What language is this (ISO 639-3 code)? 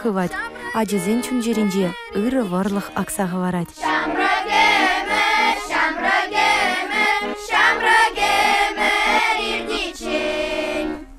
chv